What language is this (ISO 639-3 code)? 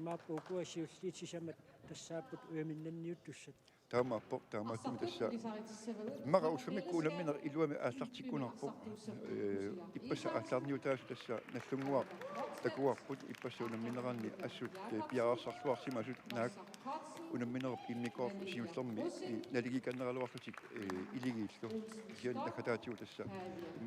kal